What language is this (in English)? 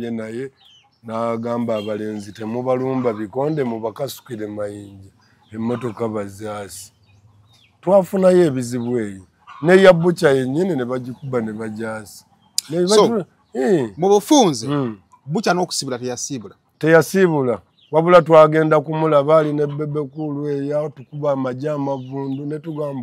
Ganda